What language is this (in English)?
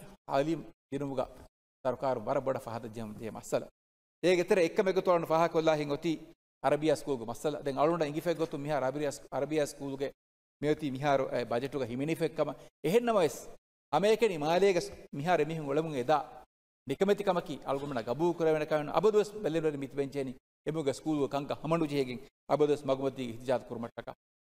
Divehi